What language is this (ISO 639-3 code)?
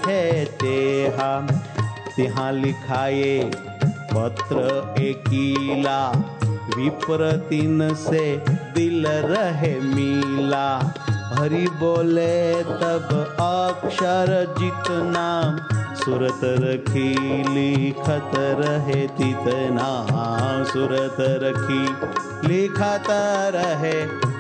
guj